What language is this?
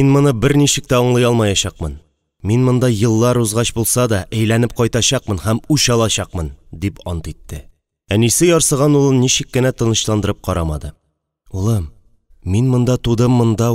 Tatar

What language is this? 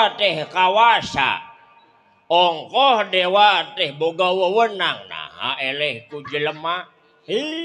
Sundanese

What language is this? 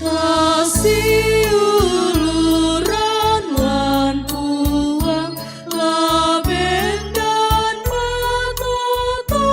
Toraja-Sa'dan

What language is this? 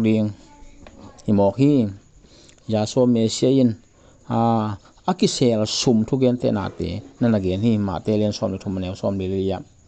Tedim Chin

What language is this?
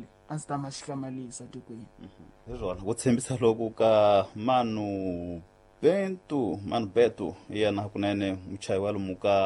Tsonga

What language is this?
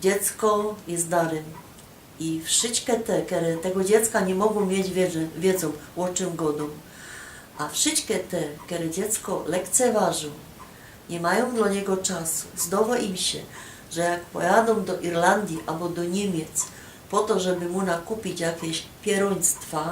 Silesian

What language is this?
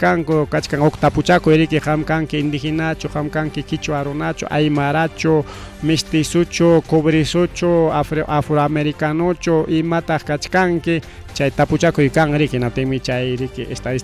Ayacucho Quechua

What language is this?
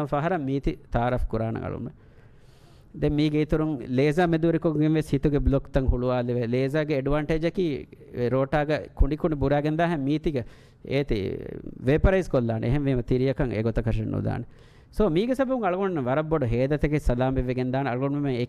Divehi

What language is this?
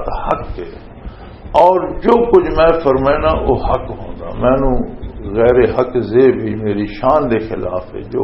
Western Panjabi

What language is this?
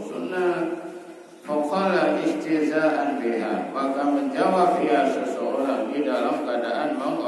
Achinese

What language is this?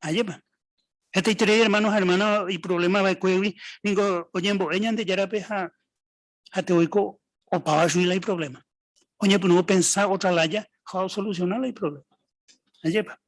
Guarani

